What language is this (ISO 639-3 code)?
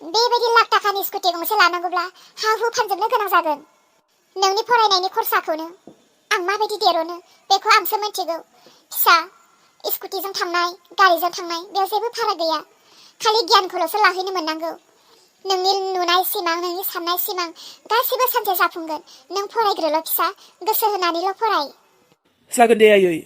brx